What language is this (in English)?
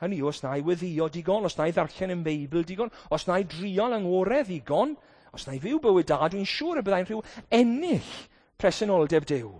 Welsh